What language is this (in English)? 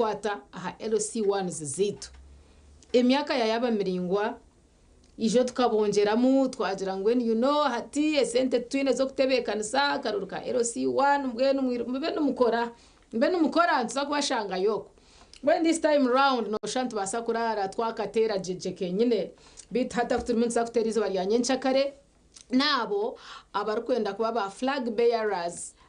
Nyankole